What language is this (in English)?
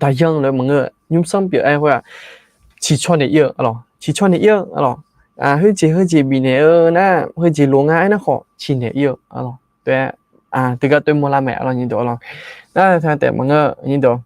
Akha